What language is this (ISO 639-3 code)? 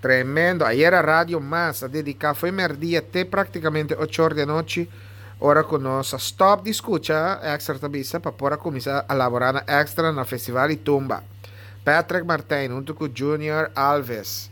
pap